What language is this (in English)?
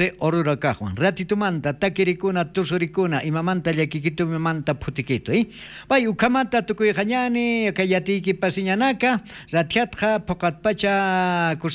Aymara